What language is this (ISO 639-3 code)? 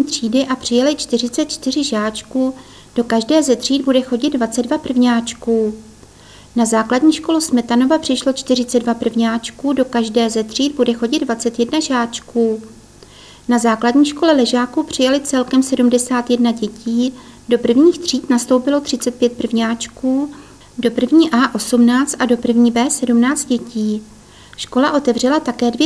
ces